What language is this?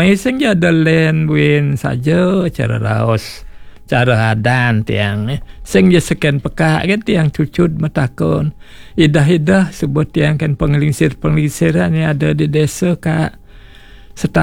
Balinese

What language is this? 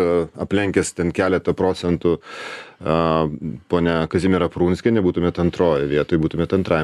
Lithuanian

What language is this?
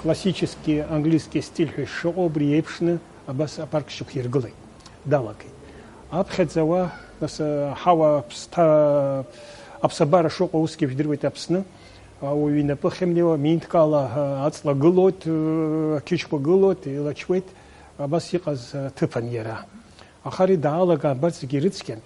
Abkhazian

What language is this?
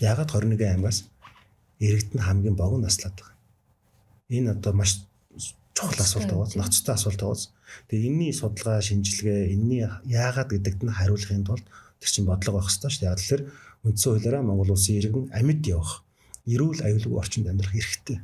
Mongolian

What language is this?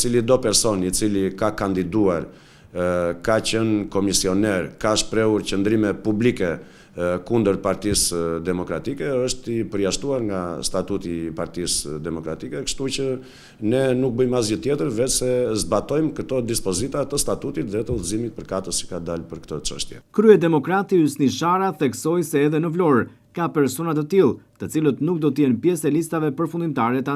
Albanian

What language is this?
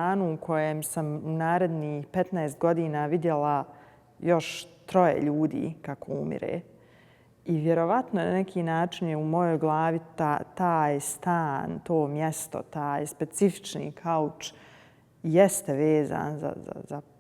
Bosnian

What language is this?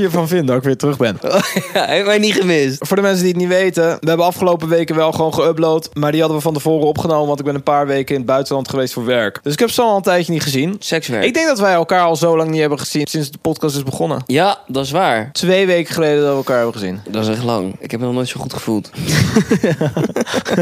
Dutch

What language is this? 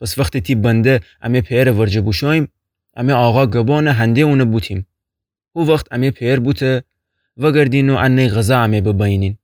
Gilaki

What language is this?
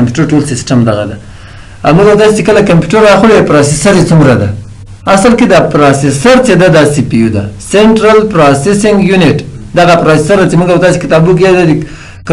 Pashto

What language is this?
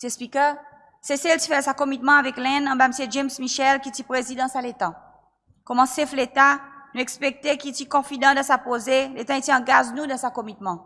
Seselwa Creole French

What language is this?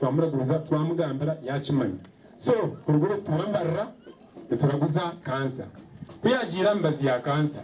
Nyankole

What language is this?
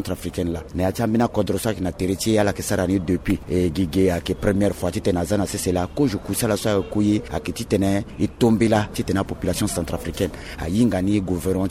Sango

